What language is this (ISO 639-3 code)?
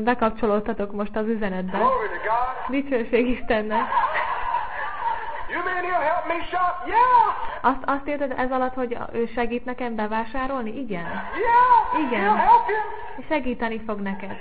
hun